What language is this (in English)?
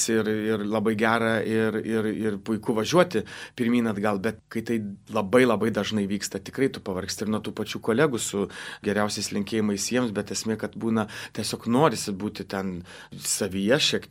Lithuanian